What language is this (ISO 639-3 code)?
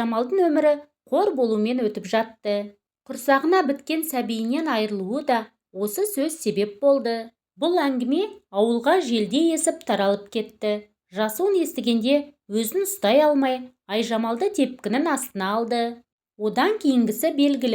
kaz